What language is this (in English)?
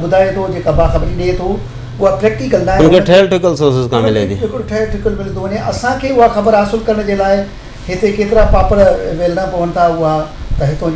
Sindhi